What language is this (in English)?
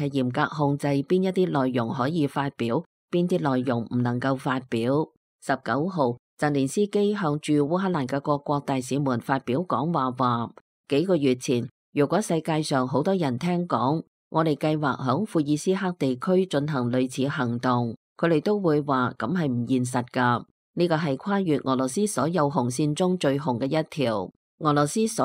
Cantonese